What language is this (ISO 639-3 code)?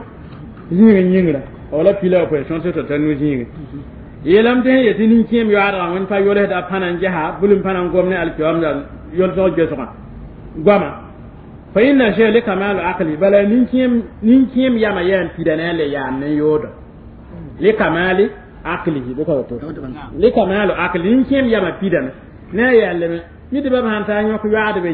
mos